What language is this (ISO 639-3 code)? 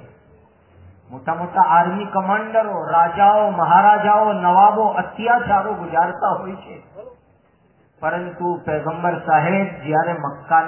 guj